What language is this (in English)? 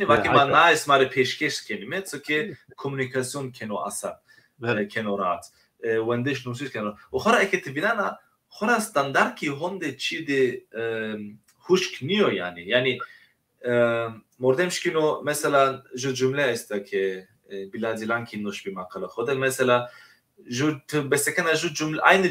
Zaza